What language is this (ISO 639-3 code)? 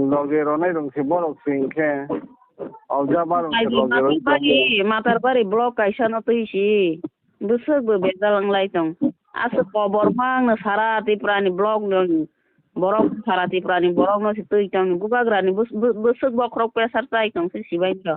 trp